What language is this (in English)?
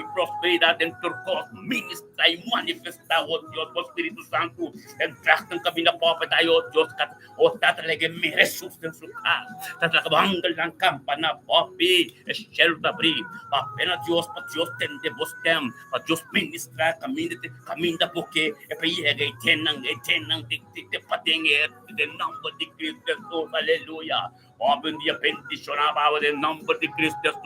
Papiamento